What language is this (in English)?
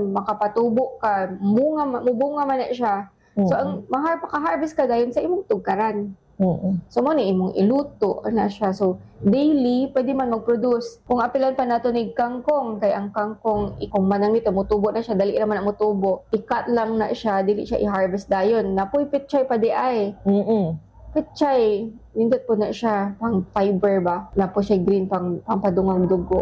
Cebuano